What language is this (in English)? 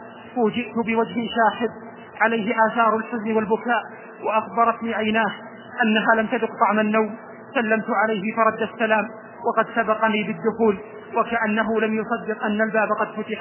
Arabic